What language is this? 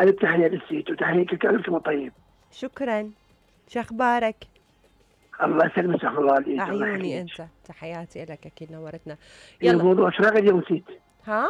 Mesopotamian Arabic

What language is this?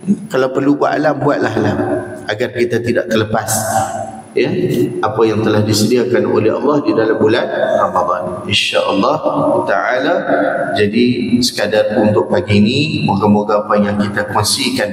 Malay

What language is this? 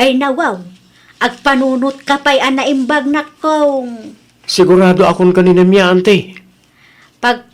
Iloko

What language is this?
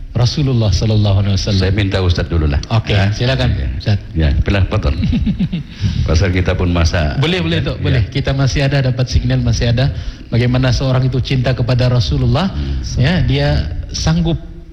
Malay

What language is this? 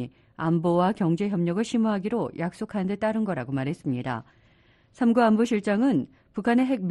Korean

